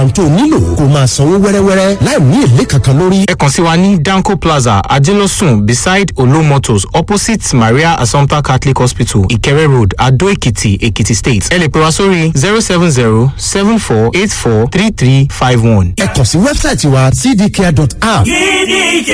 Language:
Yoruba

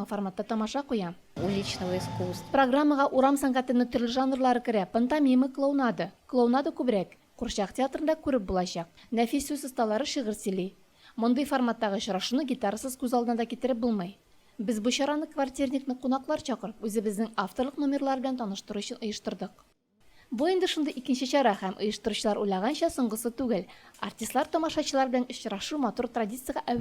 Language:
Tatar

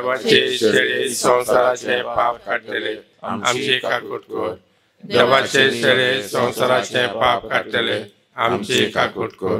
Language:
Konkani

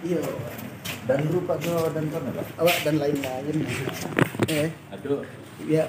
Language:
Minangkabau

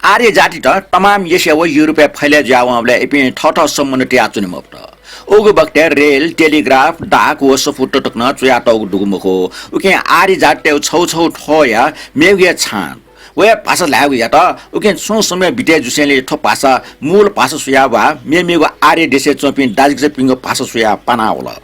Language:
Newari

